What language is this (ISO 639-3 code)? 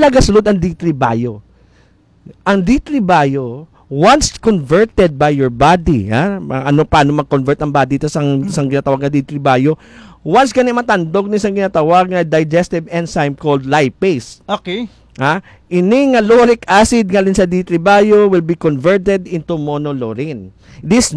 hil